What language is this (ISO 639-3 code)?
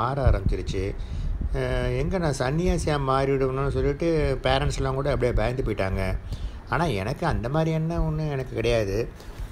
tam